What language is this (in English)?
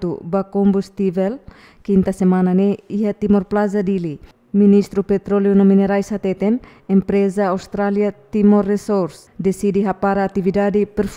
Tetum